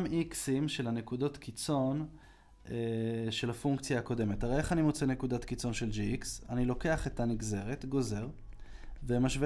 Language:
Hebrew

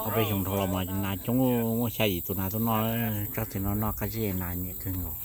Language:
Hmong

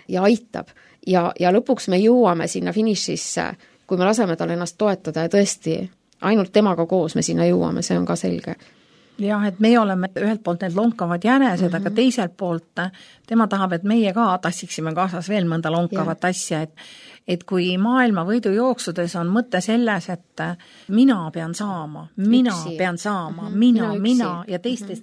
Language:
Estonian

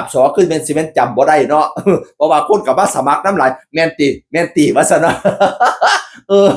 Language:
Northeastern Thai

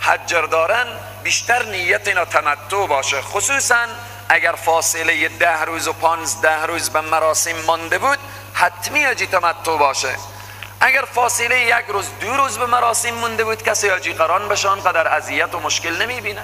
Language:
Persian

